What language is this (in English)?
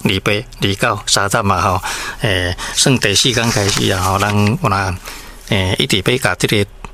Min Nan Chinese